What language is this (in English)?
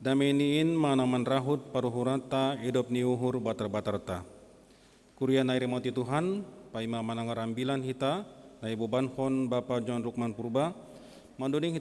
Batak Simalungun